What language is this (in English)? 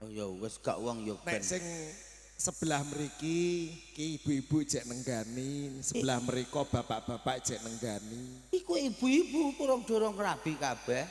Javanese